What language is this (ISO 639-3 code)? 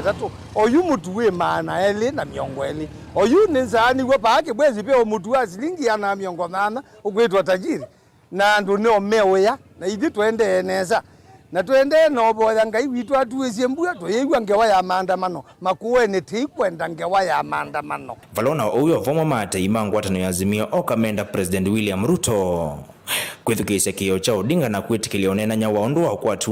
kam